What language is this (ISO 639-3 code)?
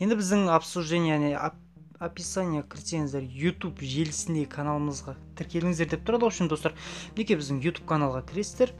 kaz